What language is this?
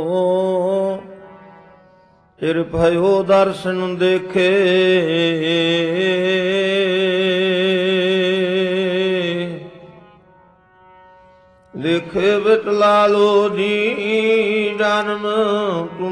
Punjabi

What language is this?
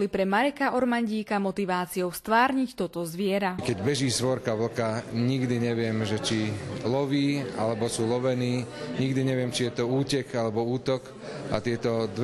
Slovak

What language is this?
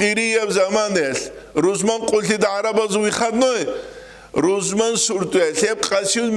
Avaric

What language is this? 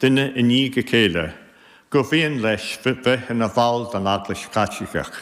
Irish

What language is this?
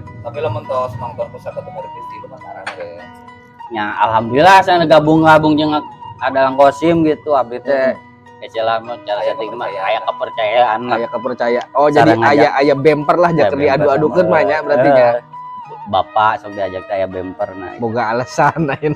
Sundanese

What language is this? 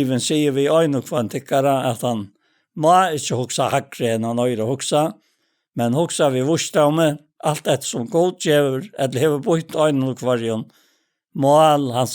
Faroese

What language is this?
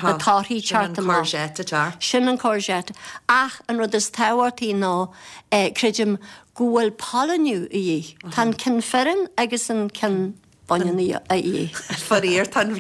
Irish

